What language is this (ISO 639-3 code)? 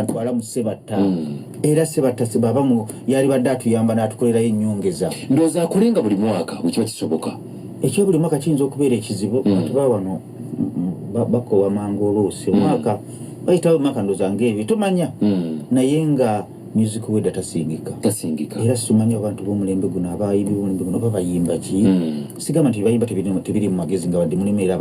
lug